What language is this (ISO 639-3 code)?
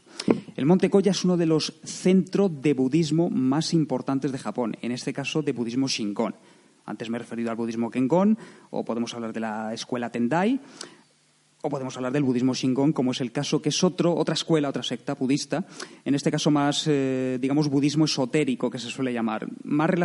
spa